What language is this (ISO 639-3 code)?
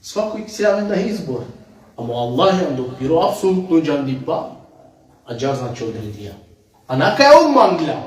rmn